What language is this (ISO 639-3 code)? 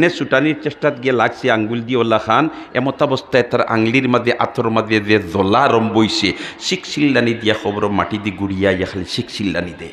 syl